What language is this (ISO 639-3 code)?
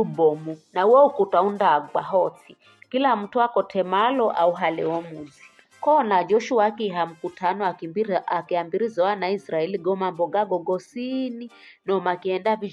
nyf